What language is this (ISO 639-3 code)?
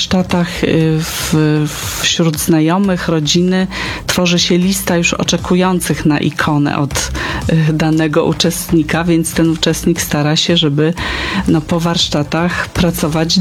pol